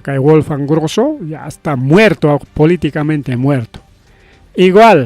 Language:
Ayacucho Quechua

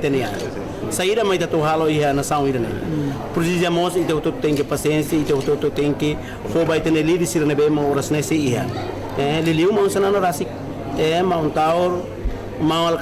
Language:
Tetum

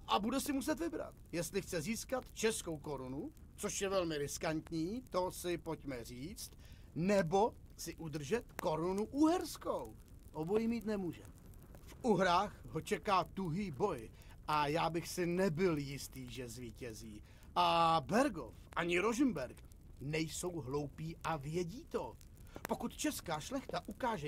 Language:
Czech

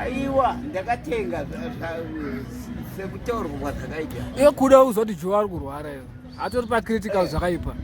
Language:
Shona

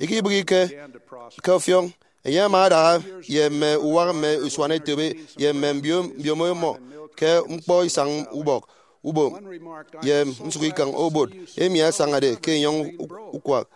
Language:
Efik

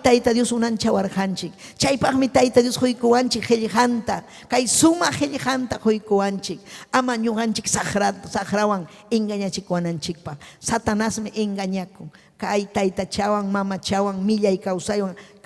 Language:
Ayacucho Quechua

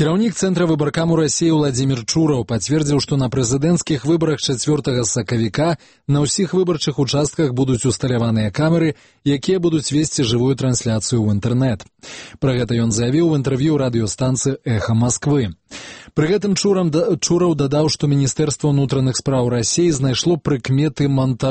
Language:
Belarusian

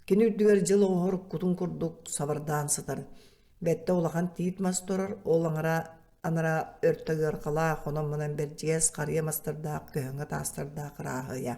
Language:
Yakut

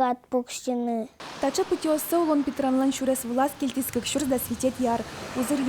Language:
Udmurt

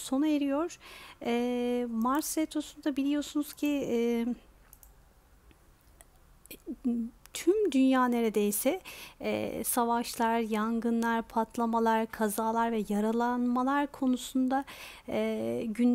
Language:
Turkish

